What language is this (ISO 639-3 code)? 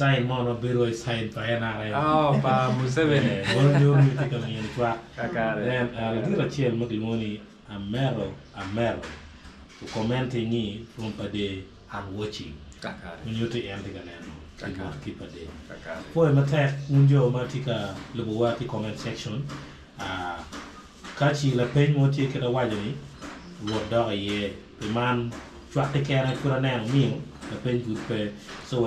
ach